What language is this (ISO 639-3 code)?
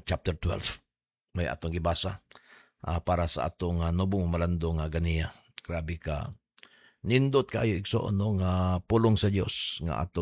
ceb